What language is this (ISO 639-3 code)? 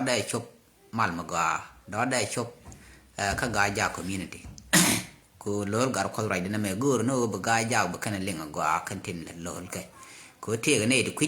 nus